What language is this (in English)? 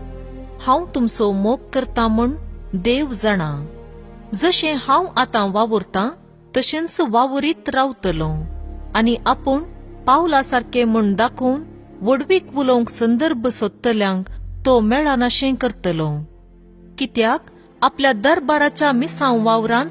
Konkani